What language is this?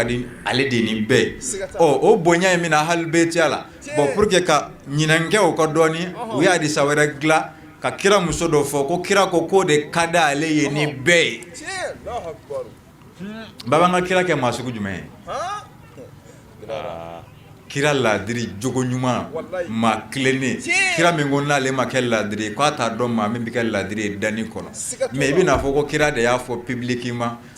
Bambara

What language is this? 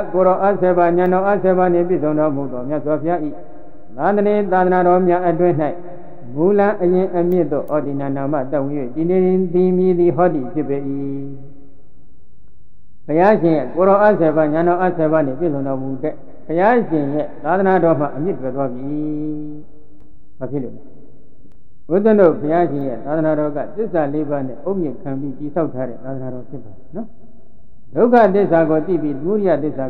Burmese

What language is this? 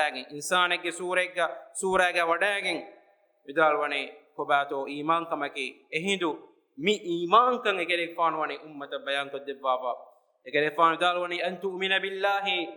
Divehi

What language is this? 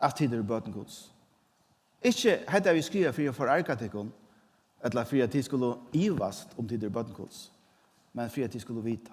Faroese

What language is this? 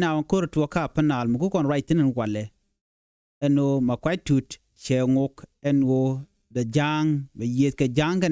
Nuer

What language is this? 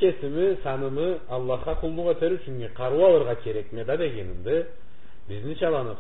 Karachay-Balkar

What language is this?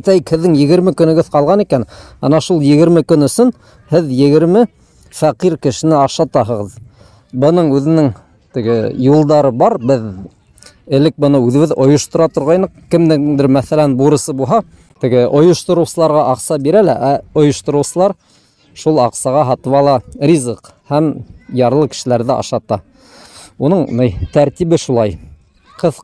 Bashkir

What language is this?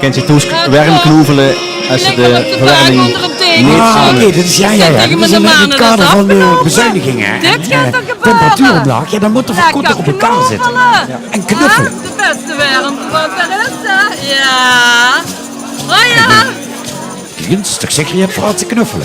Limburgish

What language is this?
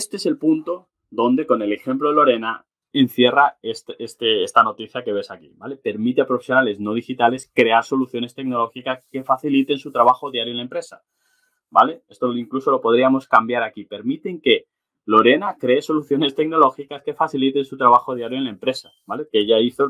Spanish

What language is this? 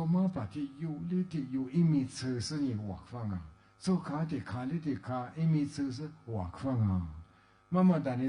Lisu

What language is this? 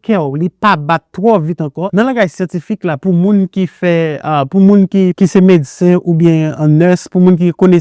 Haitian Creole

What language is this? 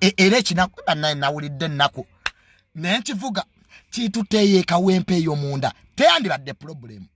Ganda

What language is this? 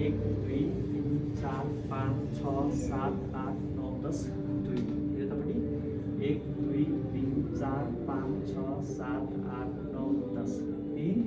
Nepali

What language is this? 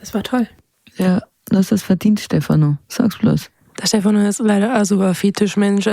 Bavarian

